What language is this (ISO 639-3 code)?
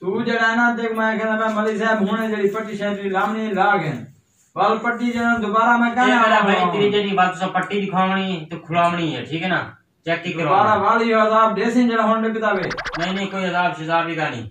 skr